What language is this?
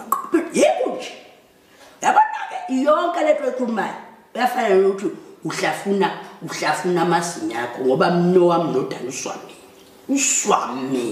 Zulu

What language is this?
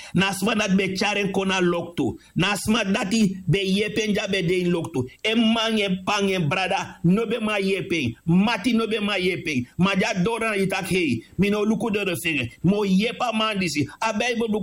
Sranan Tongo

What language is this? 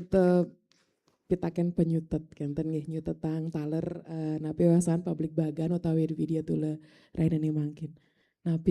Balinese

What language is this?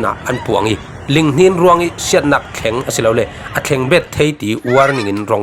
Falam Chin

